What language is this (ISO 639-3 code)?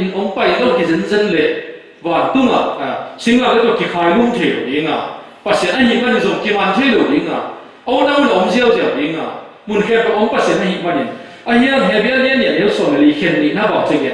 ctd